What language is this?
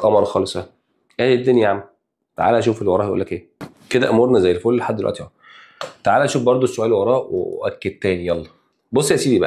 Egyptian Arabic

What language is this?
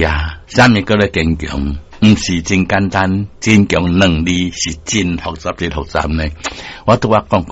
Min Nan Chinese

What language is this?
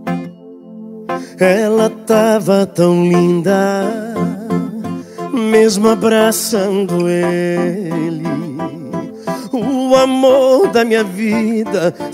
Portuguese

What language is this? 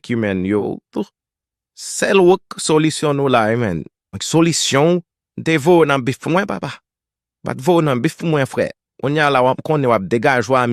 Haitian Creole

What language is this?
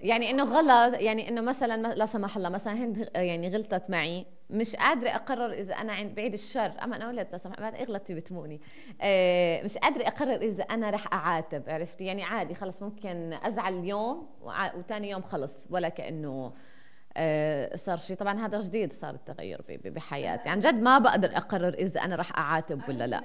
North Levantine Arabic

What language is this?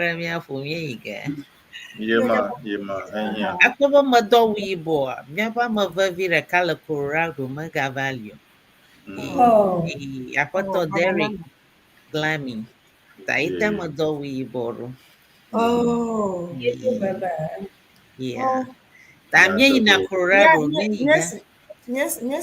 Ewe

